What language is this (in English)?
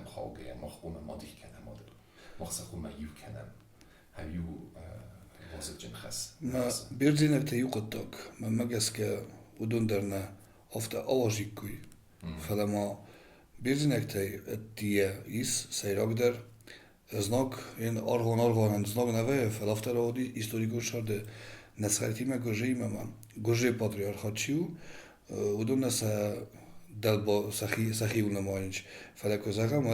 Ossetic